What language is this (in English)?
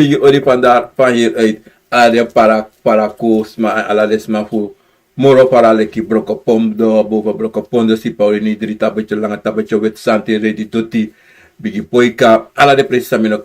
Sranan Tongo